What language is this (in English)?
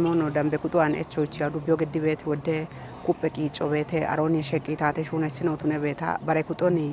Kafa